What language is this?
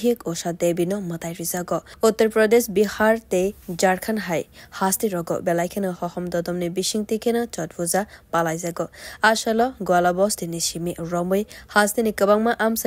Kok Borok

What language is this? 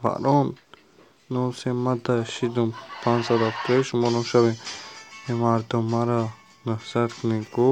Tajik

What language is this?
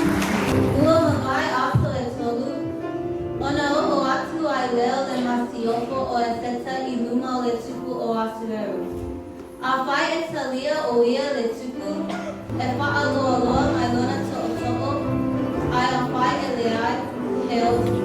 Samoan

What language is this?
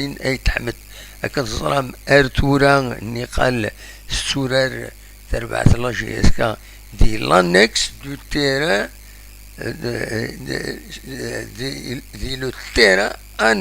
Kabyle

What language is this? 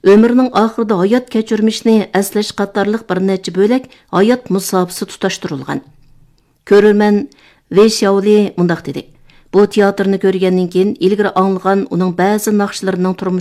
Uyghur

